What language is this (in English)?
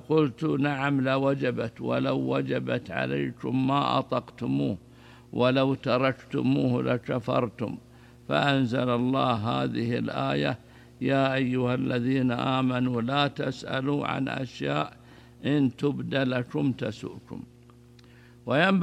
Arabic